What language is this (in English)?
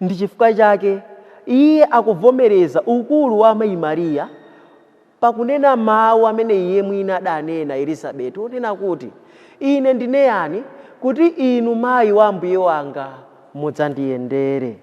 Nyanja